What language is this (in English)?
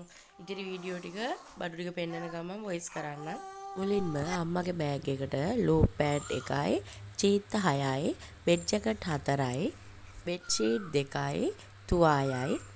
Sinhala